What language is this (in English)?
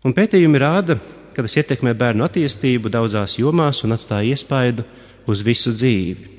Latvian